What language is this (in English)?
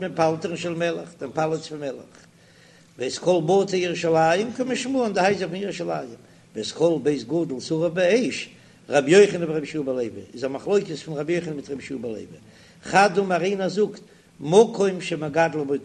Yiddish